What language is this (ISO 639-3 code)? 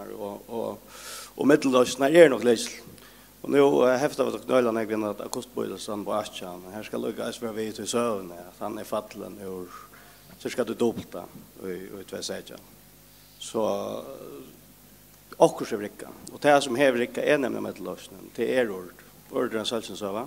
fao